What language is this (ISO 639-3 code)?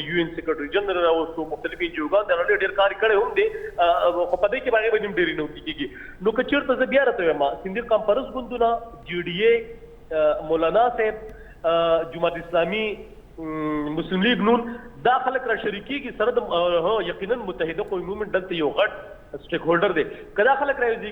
pus